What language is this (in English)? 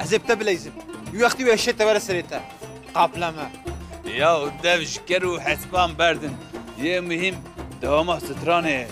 Kurdish